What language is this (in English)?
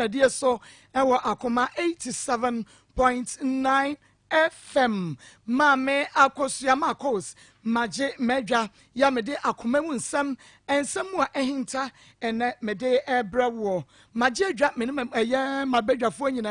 Akan